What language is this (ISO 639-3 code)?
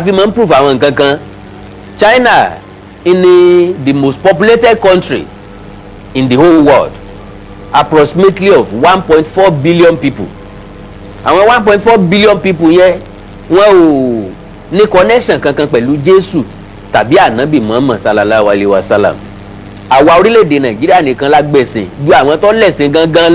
yor